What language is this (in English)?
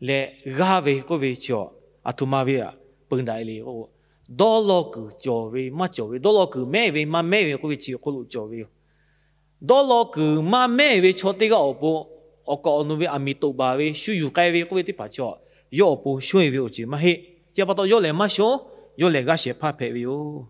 Lahu